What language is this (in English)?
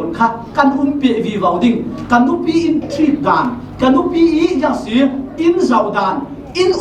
Falam Chin